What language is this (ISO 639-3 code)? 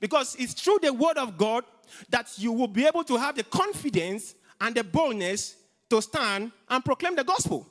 eng